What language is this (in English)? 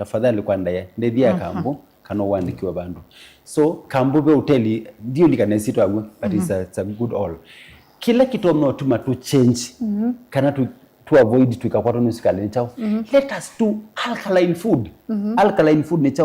Kamba